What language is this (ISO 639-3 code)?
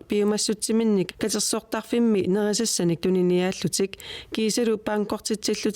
kal